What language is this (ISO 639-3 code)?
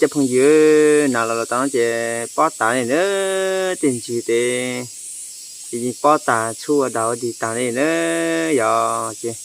hmn